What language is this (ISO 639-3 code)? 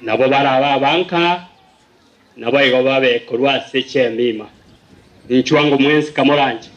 guz